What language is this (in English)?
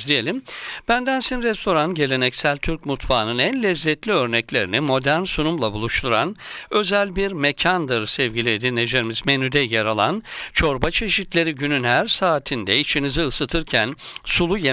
Turkish